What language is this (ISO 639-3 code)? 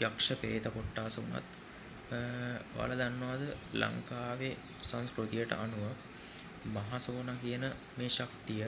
sin